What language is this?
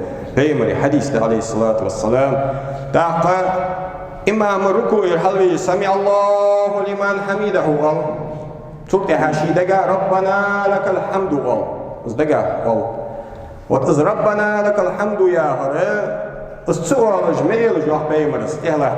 Ingush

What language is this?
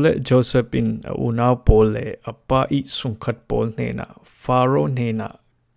Falam Chin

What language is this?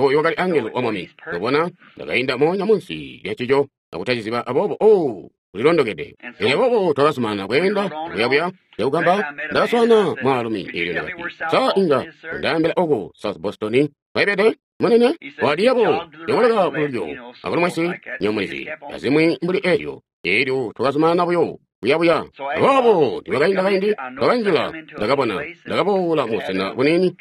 Tonga (Zambia)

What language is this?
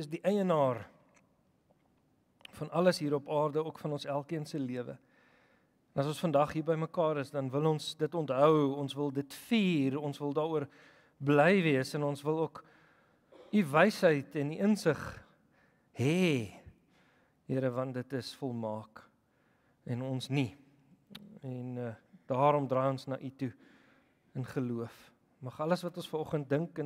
Afrikaans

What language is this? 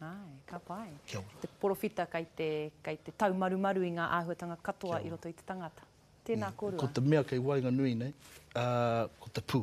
Māori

